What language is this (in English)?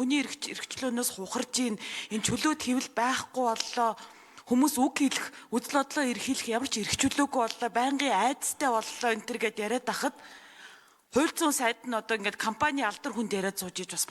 Mongolian